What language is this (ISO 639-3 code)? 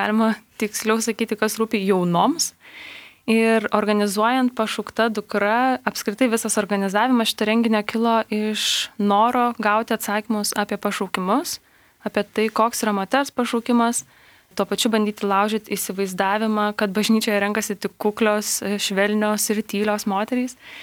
lit